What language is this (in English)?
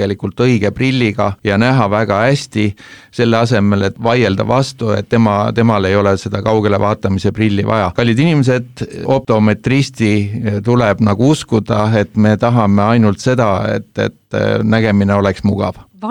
Estonian